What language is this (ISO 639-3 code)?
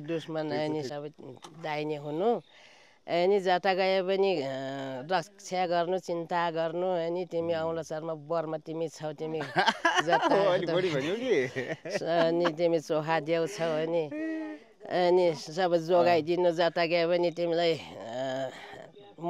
nep